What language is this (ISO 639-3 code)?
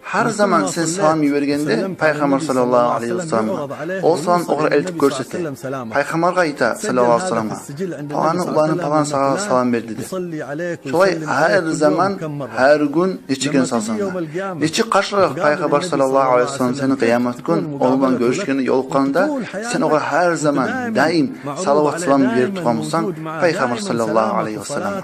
kum